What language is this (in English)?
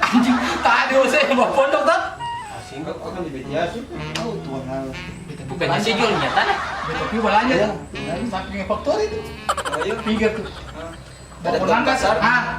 Ambonese Malay